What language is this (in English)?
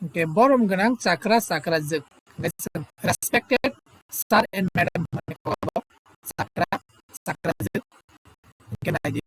Kok Borok